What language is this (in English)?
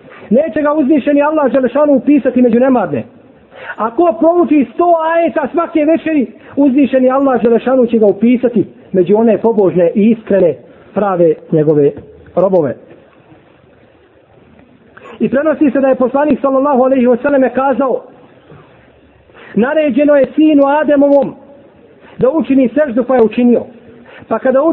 Bosnian